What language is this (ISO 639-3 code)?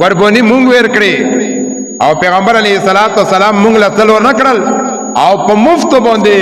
pus